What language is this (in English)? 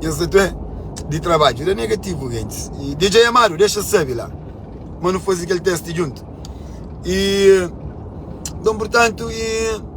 Kabuverdianu